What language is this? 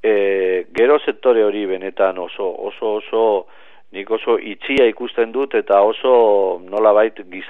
Basque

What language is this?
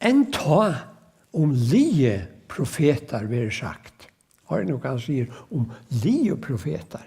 Faroese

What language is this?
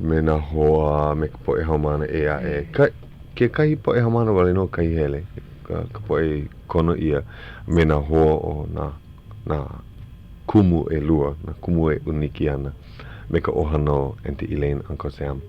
Hawaiian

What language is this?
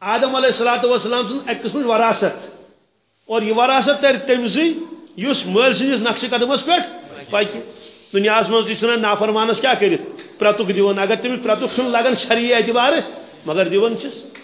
Kashmiri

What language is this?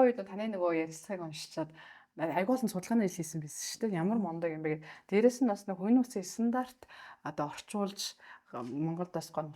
Mongolian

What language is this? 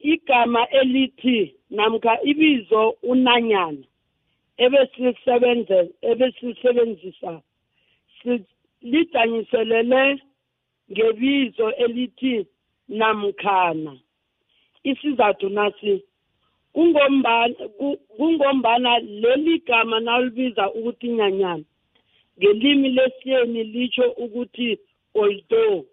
South Ndebele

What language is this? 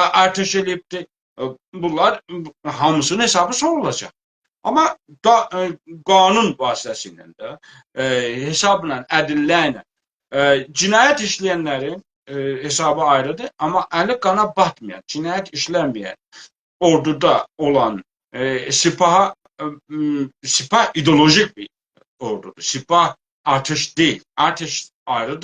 South Azerbaijani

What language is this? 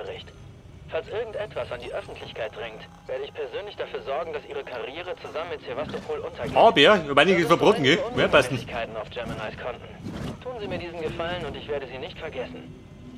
Bavarian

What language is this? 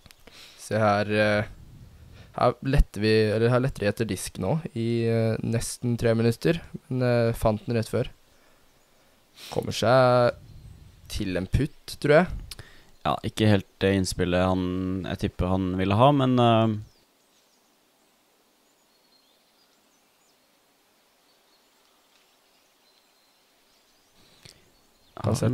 Norwegian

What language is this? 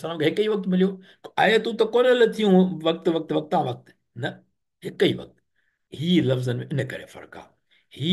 Sindhi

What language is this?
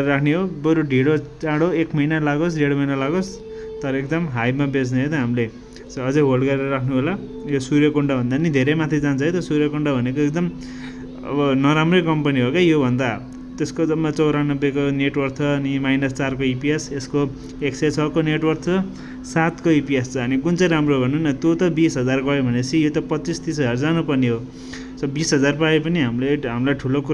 Nepali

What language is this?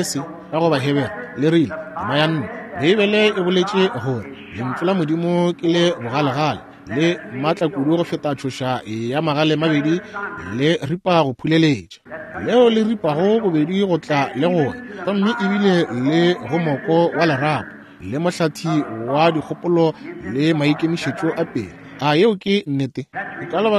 Northern Sotho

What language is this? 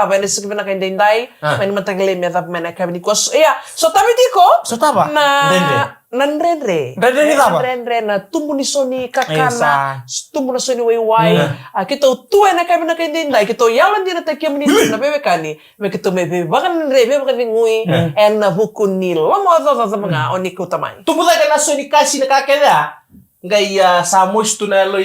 Fijian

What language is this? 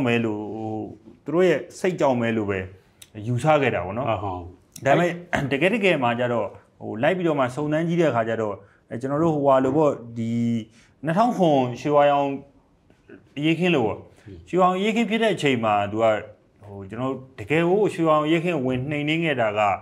Burmese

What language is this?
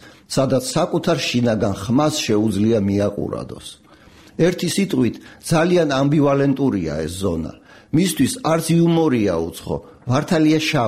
Georgian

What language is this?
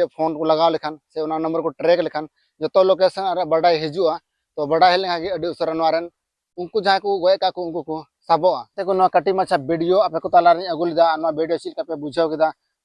Santali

